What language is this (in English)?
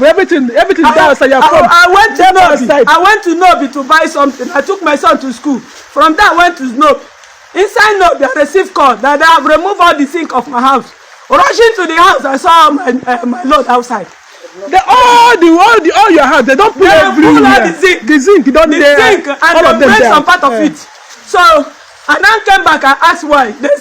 Igbo